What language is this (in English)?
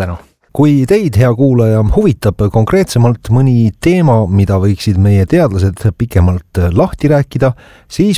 Estonian